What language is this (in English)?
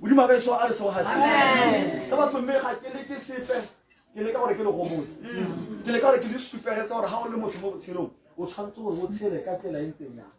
Tswana